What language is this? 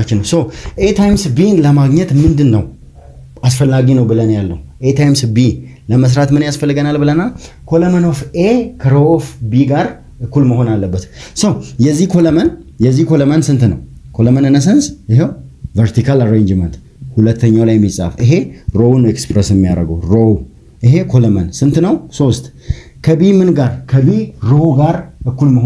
Amharic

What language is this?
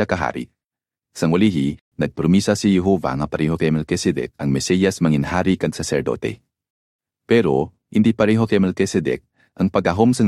Hiligaynon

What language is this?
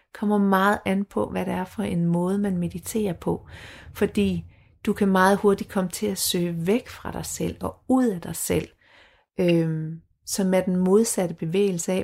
Danish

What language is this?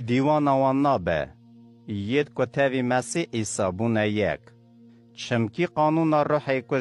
Kurdish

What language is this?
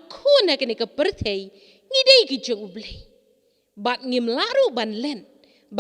Khasi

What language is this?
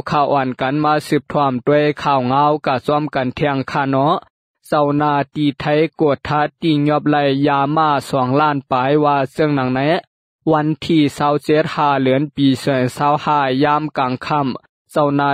Lao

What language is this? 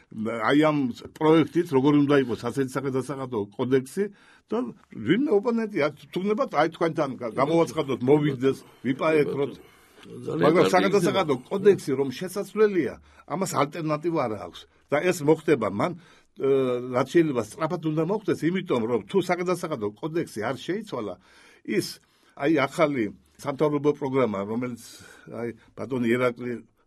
Georgian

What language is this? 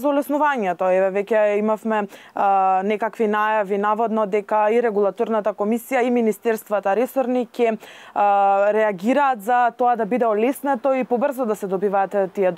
Macedonian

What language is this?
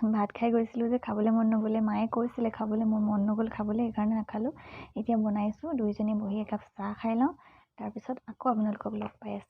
Assamese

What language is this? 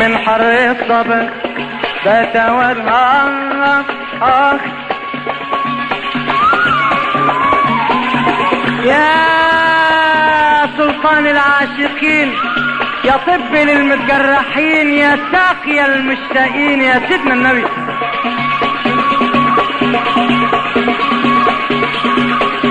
Egyptian Arabic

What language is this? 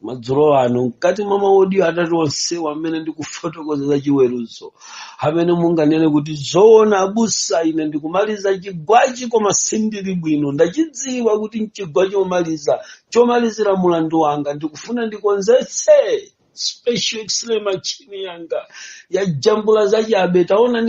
Nyanja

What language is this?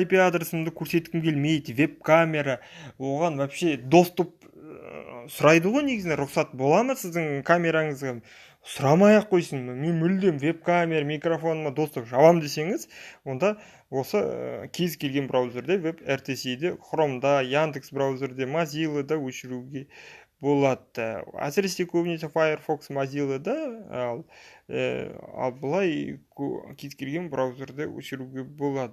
Kazakh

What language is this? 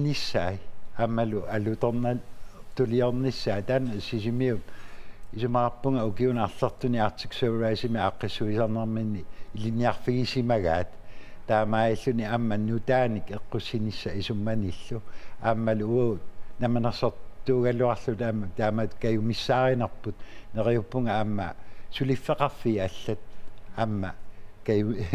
Kalaallisut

